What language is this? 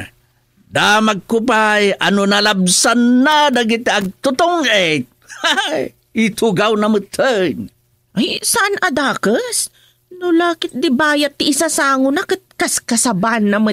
Iloko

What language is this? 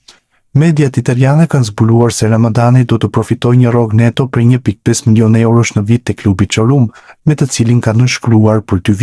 Albanian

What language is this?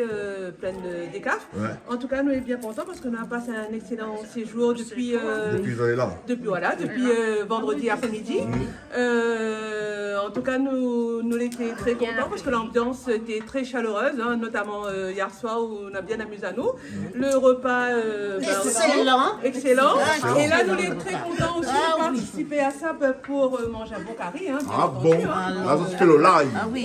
Réunion Creole French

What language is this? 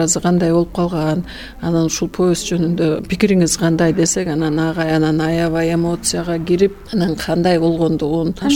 Kyrgyz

